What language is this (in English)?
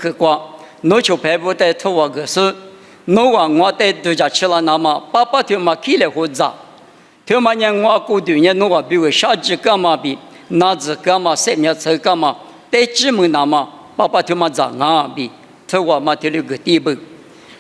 Lisu